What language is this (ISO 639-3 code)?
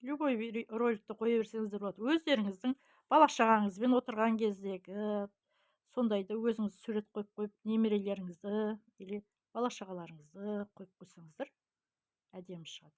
kaz